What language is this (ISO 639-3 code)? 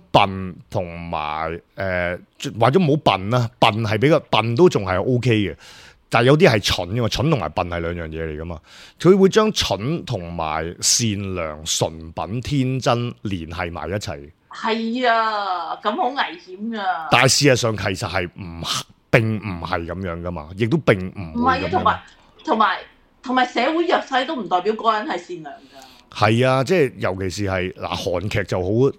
yue